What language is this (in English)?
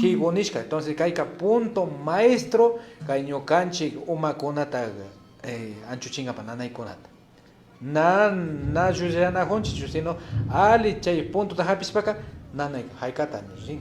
Imbabura Highland Quichua